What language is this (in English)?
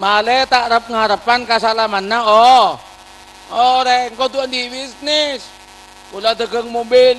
Madurese